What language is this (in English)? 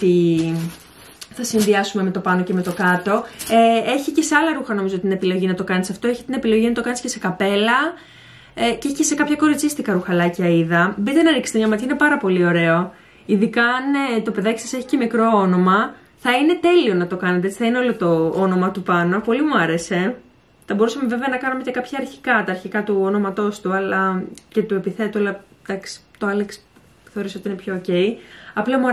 Greek